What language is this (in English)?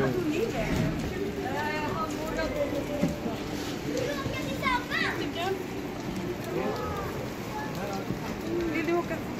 Swedish